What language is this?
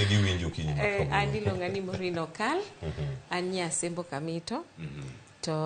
Luo (Kenya and Tanzania)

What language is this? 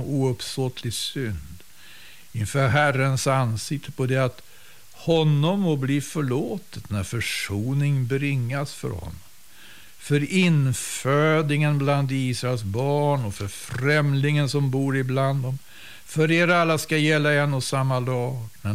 Swedish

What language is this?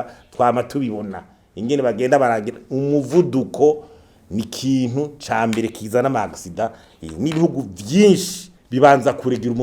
Rundi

